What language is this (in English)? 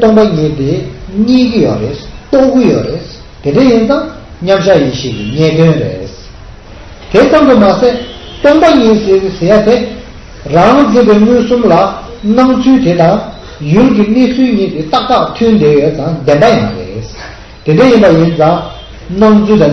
Tibetan